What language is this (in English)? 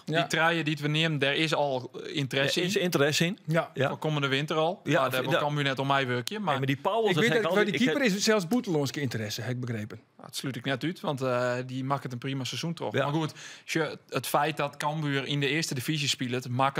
Western Frisian